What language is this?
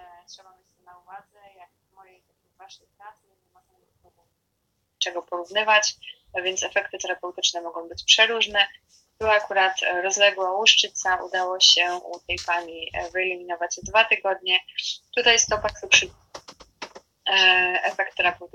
Polish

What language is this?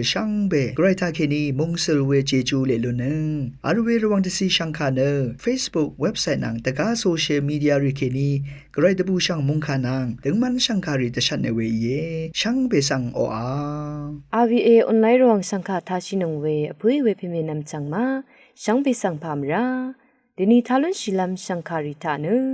Rawang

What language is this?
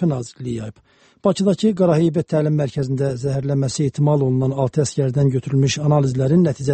Azerbaijani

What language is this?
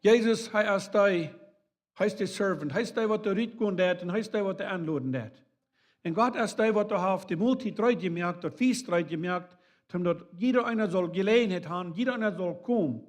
Plautdietsch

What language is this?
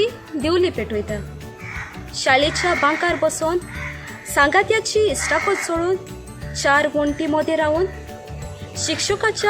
Konkani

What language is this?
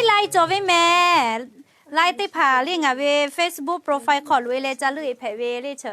Lahu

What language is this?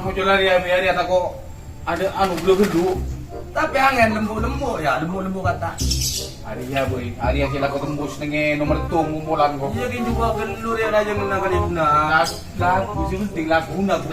Madurese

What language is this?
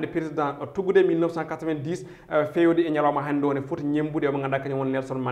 Fula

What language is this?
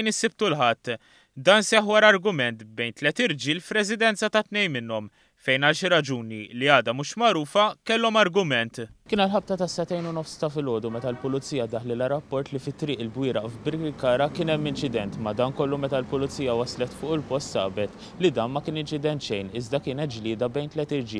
Maltese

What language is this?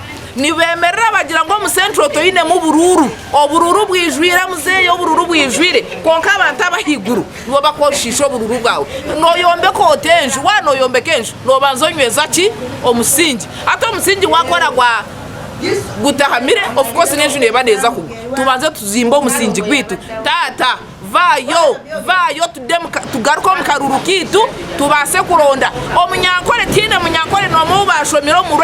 Ganda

